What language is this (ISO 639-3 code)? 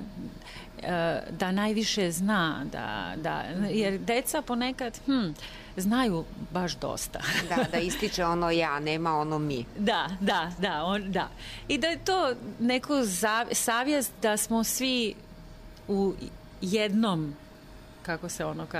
srp